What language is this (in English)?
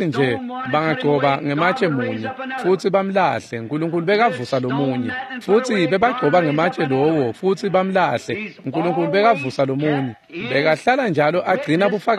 Swati